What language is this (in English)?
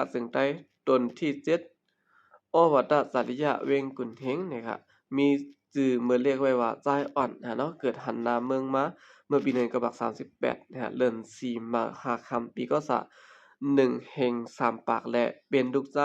Shan